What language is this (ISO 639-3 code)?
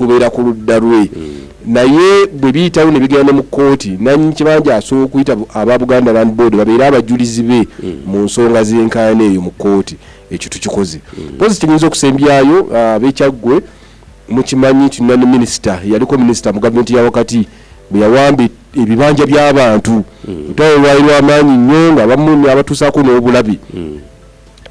lug